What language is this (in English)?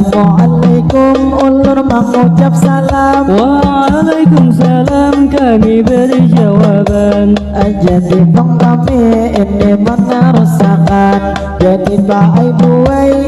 Banjar